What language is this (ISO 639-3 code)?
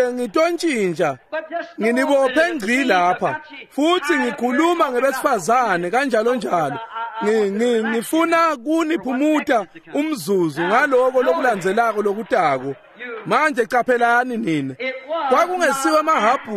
ssw